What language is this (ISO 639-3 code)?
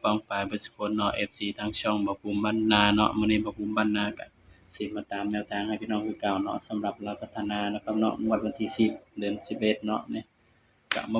tts